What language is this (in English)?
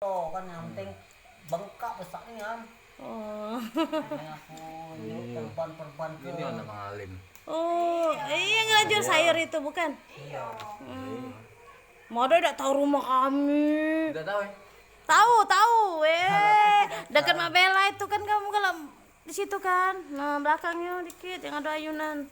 Musi